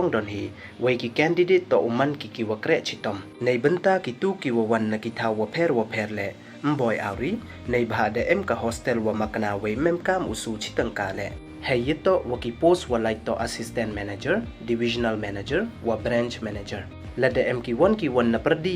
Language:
Pnar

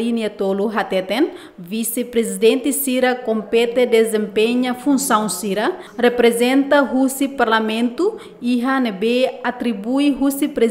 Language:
Tetum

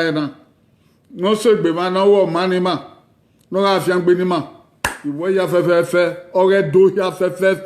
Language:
Bini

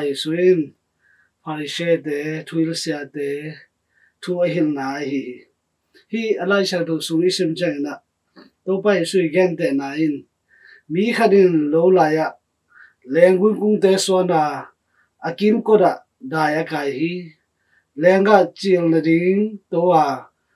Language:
Tedim Chin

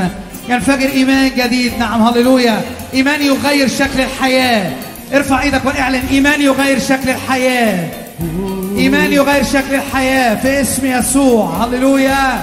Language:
Egyptian Arabic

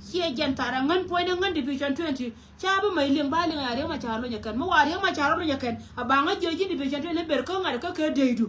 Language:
Nuer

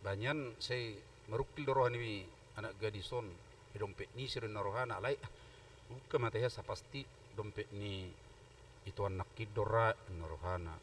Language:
Batak Toba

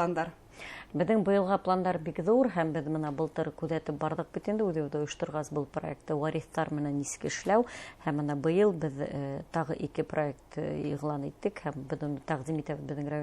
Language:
Bashkir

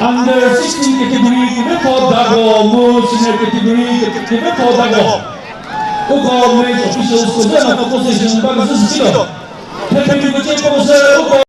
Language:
Chokri Naga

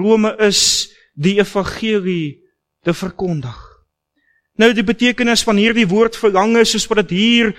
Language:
Afrikaans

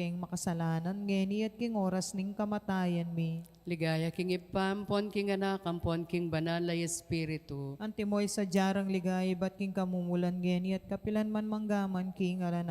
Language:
Pampanga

